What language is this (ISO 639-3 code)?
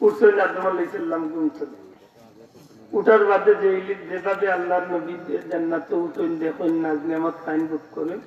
syl